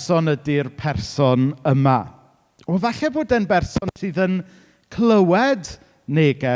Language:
Welsh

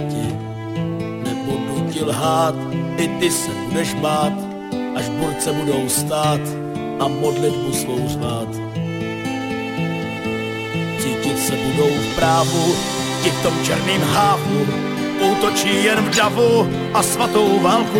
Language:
Czech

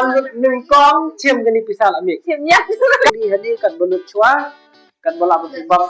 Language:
Khasi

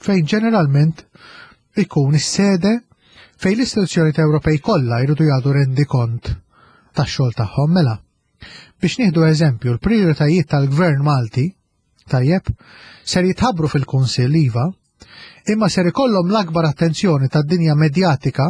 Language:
Maltese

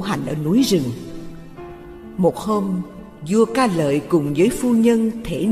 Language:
Vietnamese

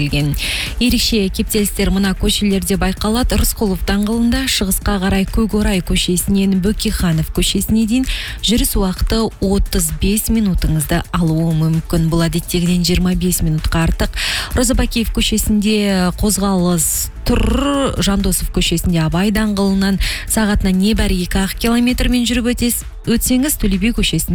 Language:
Kazakh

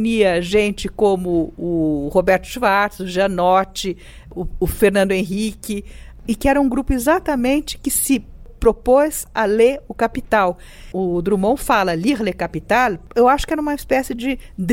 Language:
Portuguese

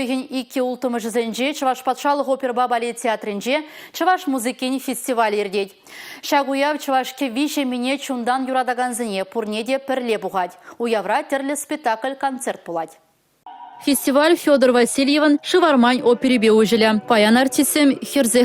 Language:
Chuvash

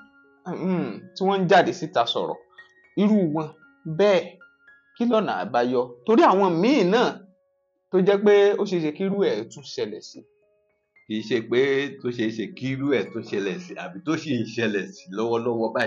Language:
Yoruba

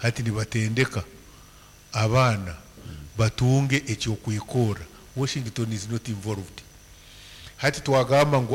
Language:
Nyankole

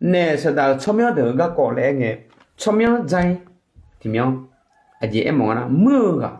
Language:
Akha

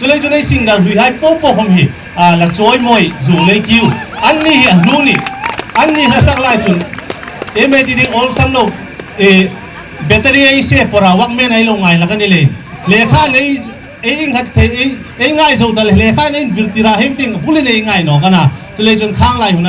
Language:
Hmar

